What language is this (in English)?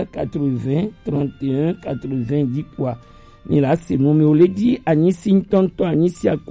Gen